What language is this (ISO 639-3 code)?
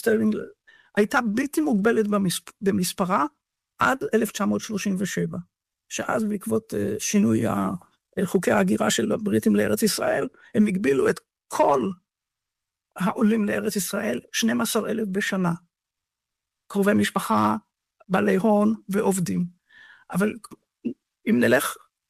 heb